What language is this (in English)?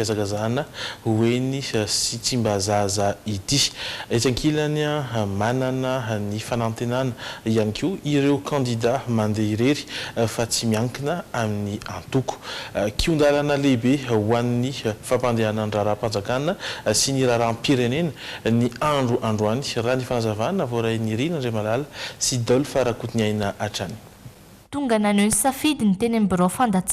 Malagasy